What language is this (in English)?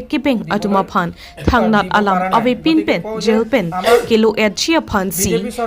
Karbi